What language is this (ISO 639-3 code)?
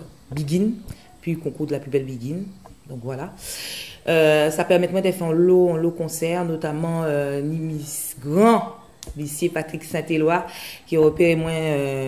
gcf